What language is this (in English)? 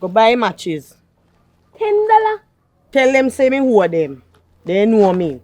Jamaican Creole English